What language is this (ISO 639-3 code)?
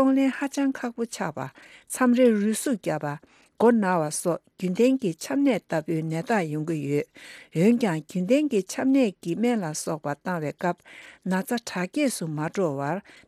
bod